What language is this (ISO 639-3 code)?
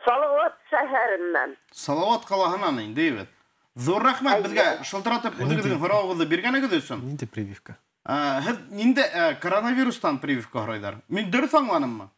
bak